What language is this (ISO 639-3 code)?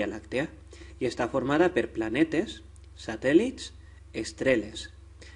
cat